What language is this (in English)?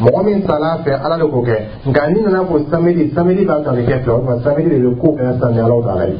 Dyula